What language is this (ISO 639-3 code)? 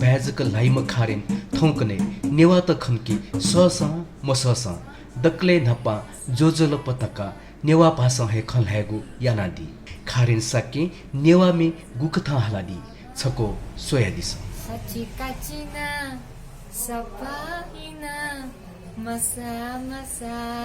new